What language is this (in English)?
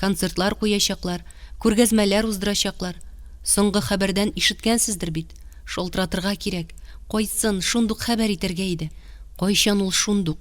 Tatar